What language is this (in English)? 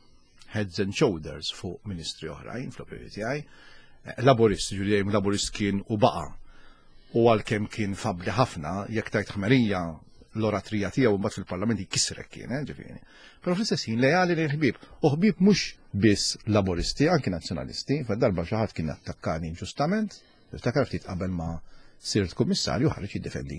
Maltese